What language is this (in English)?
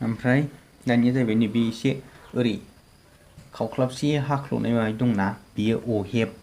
Bodo